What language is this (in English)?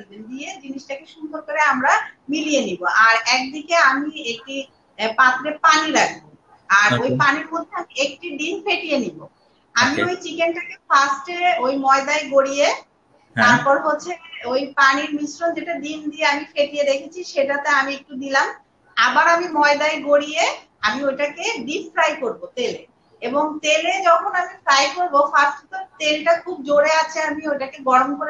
Bangla